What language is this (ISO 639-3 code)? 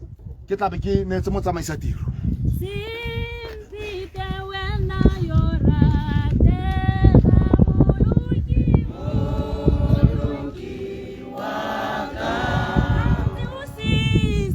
tsn